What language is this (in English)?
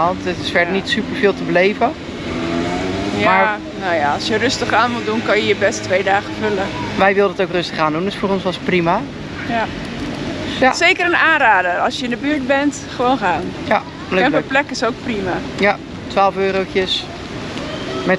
Dutch